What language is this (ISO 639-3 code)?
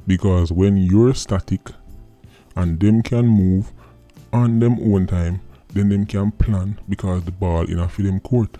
jam